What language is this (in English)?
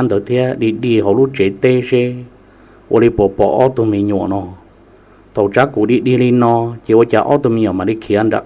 Hmong